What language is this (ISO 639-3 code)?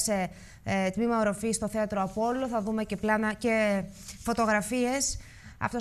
ell